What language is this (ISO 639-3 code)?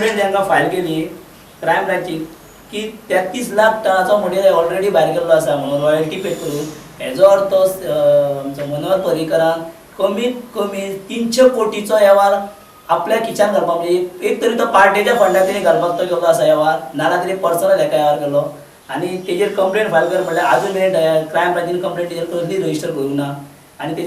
kok